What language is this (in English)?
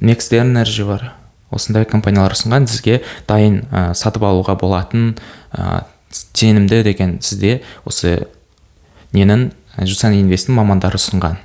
Kazakh